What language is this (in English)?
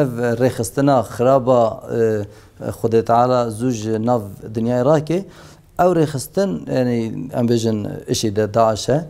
Kurdish